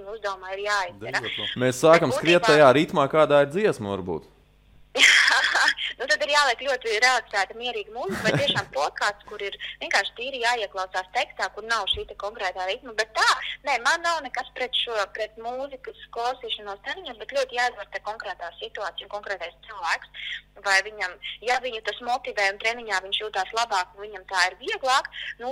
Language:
Latvian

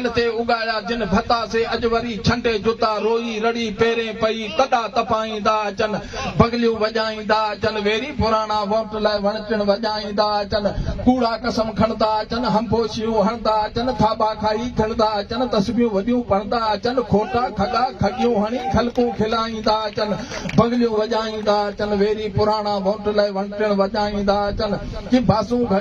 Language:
Sindhi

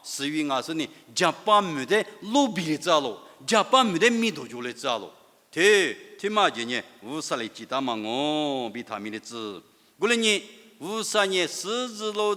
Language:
Lisu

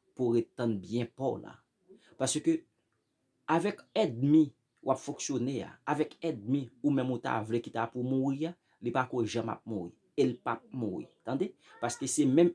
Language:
Haitian Creole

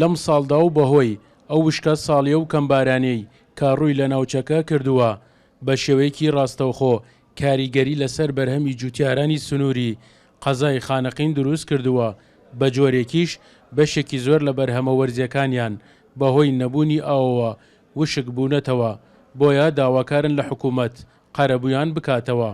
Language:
Central Kurdish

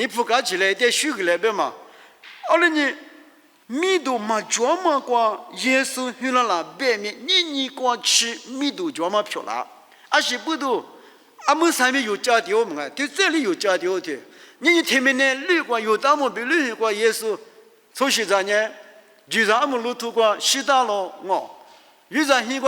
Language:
Lisu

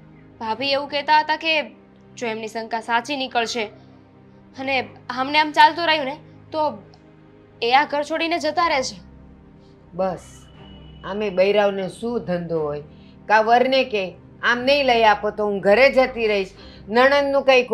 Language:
Gujarati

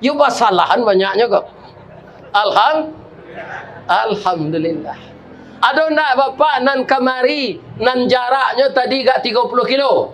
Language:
Minangkabau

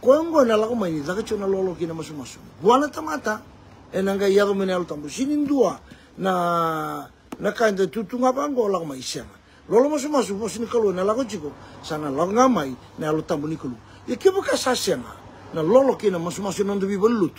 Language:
Fijian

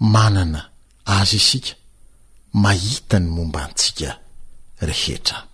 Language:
Malagasy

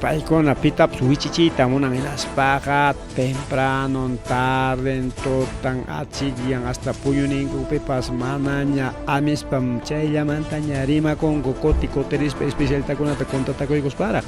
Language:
Ayacucho Quechua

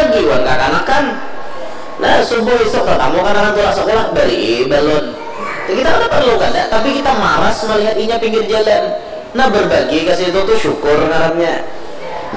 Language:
Banjar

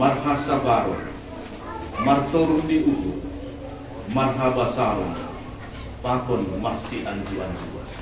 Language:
Batak Simalungun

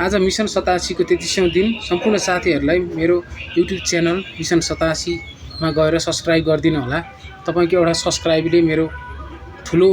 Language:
Nepali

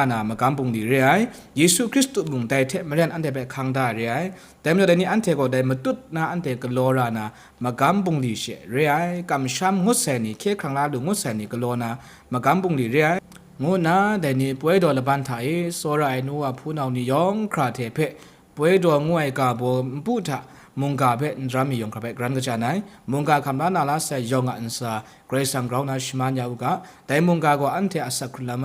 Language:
Kachin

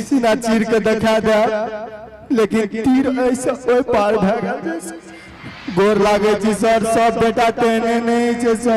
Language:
Maithili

